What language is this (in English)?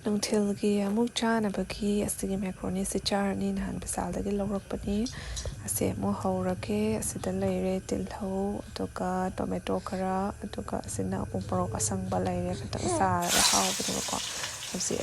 Manipuri